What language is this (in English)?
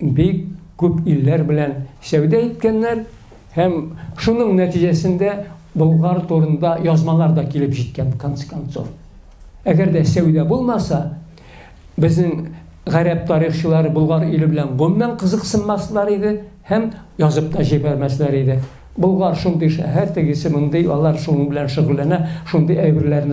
Tatar